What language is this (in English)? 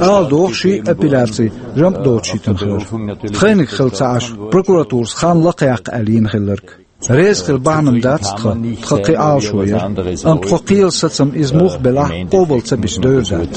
Chechen